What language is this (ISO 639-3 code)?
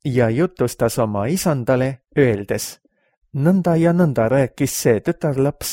est